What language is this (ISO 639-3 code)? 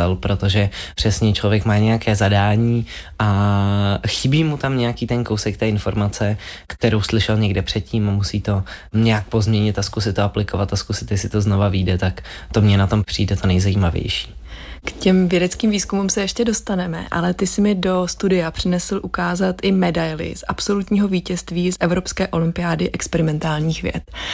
ces